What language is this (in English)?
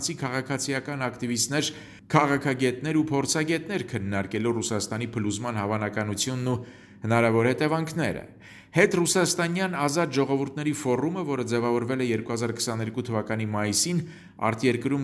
Armenian